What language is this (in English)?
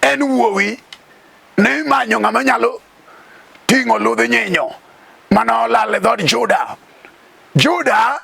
Luo (Kenya and Tanzania)